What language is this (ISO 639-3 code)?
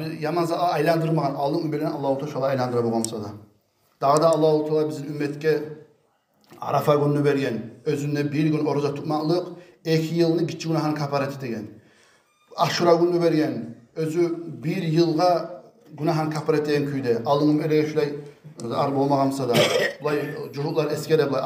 kum